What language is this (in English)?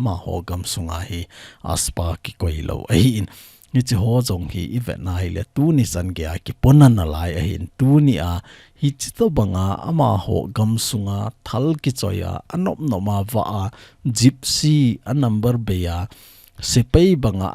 Thado Chin